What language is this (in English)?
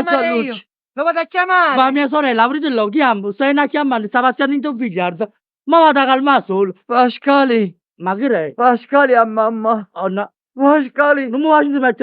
Neapolitan